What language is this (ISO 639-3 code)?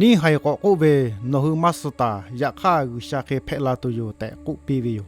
lhu